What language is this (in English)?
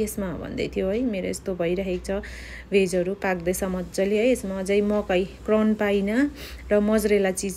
Nepali